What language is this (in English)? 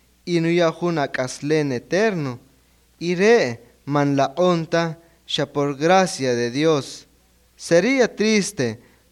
Kaqchikel